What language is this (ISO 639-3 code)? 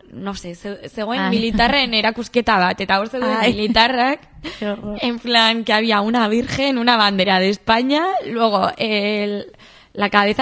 eus